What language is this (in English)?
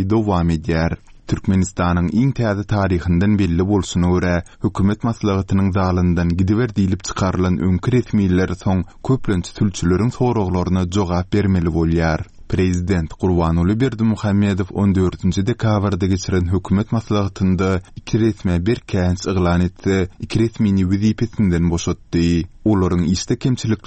Turkmen